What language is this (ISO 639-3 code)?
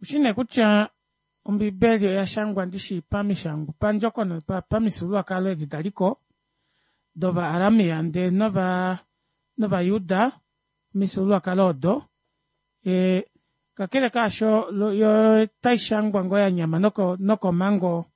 kua